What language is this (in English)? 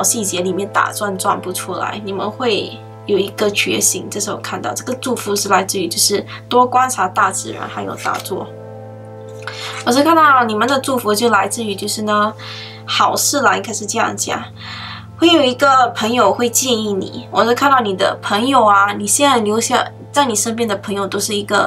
Chinese